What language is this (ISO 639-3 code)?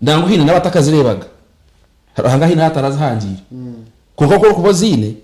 nyn